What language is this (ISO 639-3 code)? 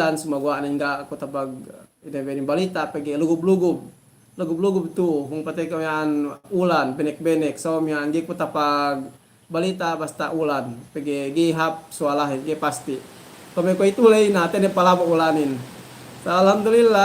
yka